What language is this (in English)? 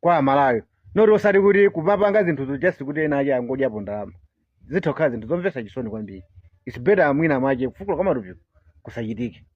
Nyanja